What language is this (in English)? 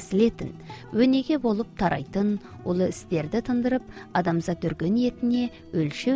Kazakh